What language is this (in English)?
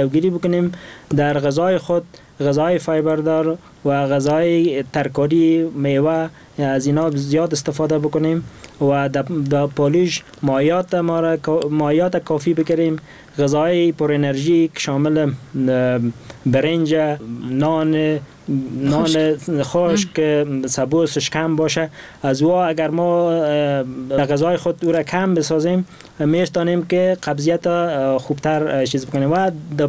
Persian